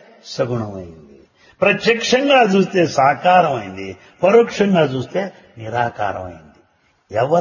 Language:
Telugu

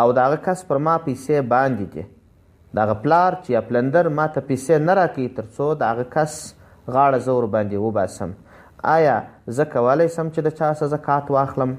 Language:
Pashto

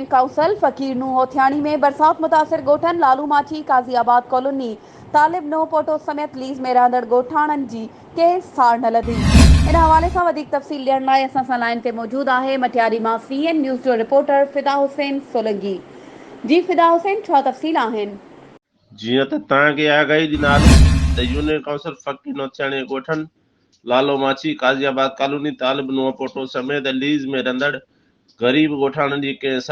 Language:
Sindhi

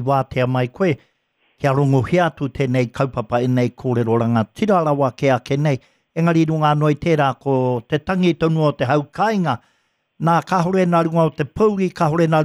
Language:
Māori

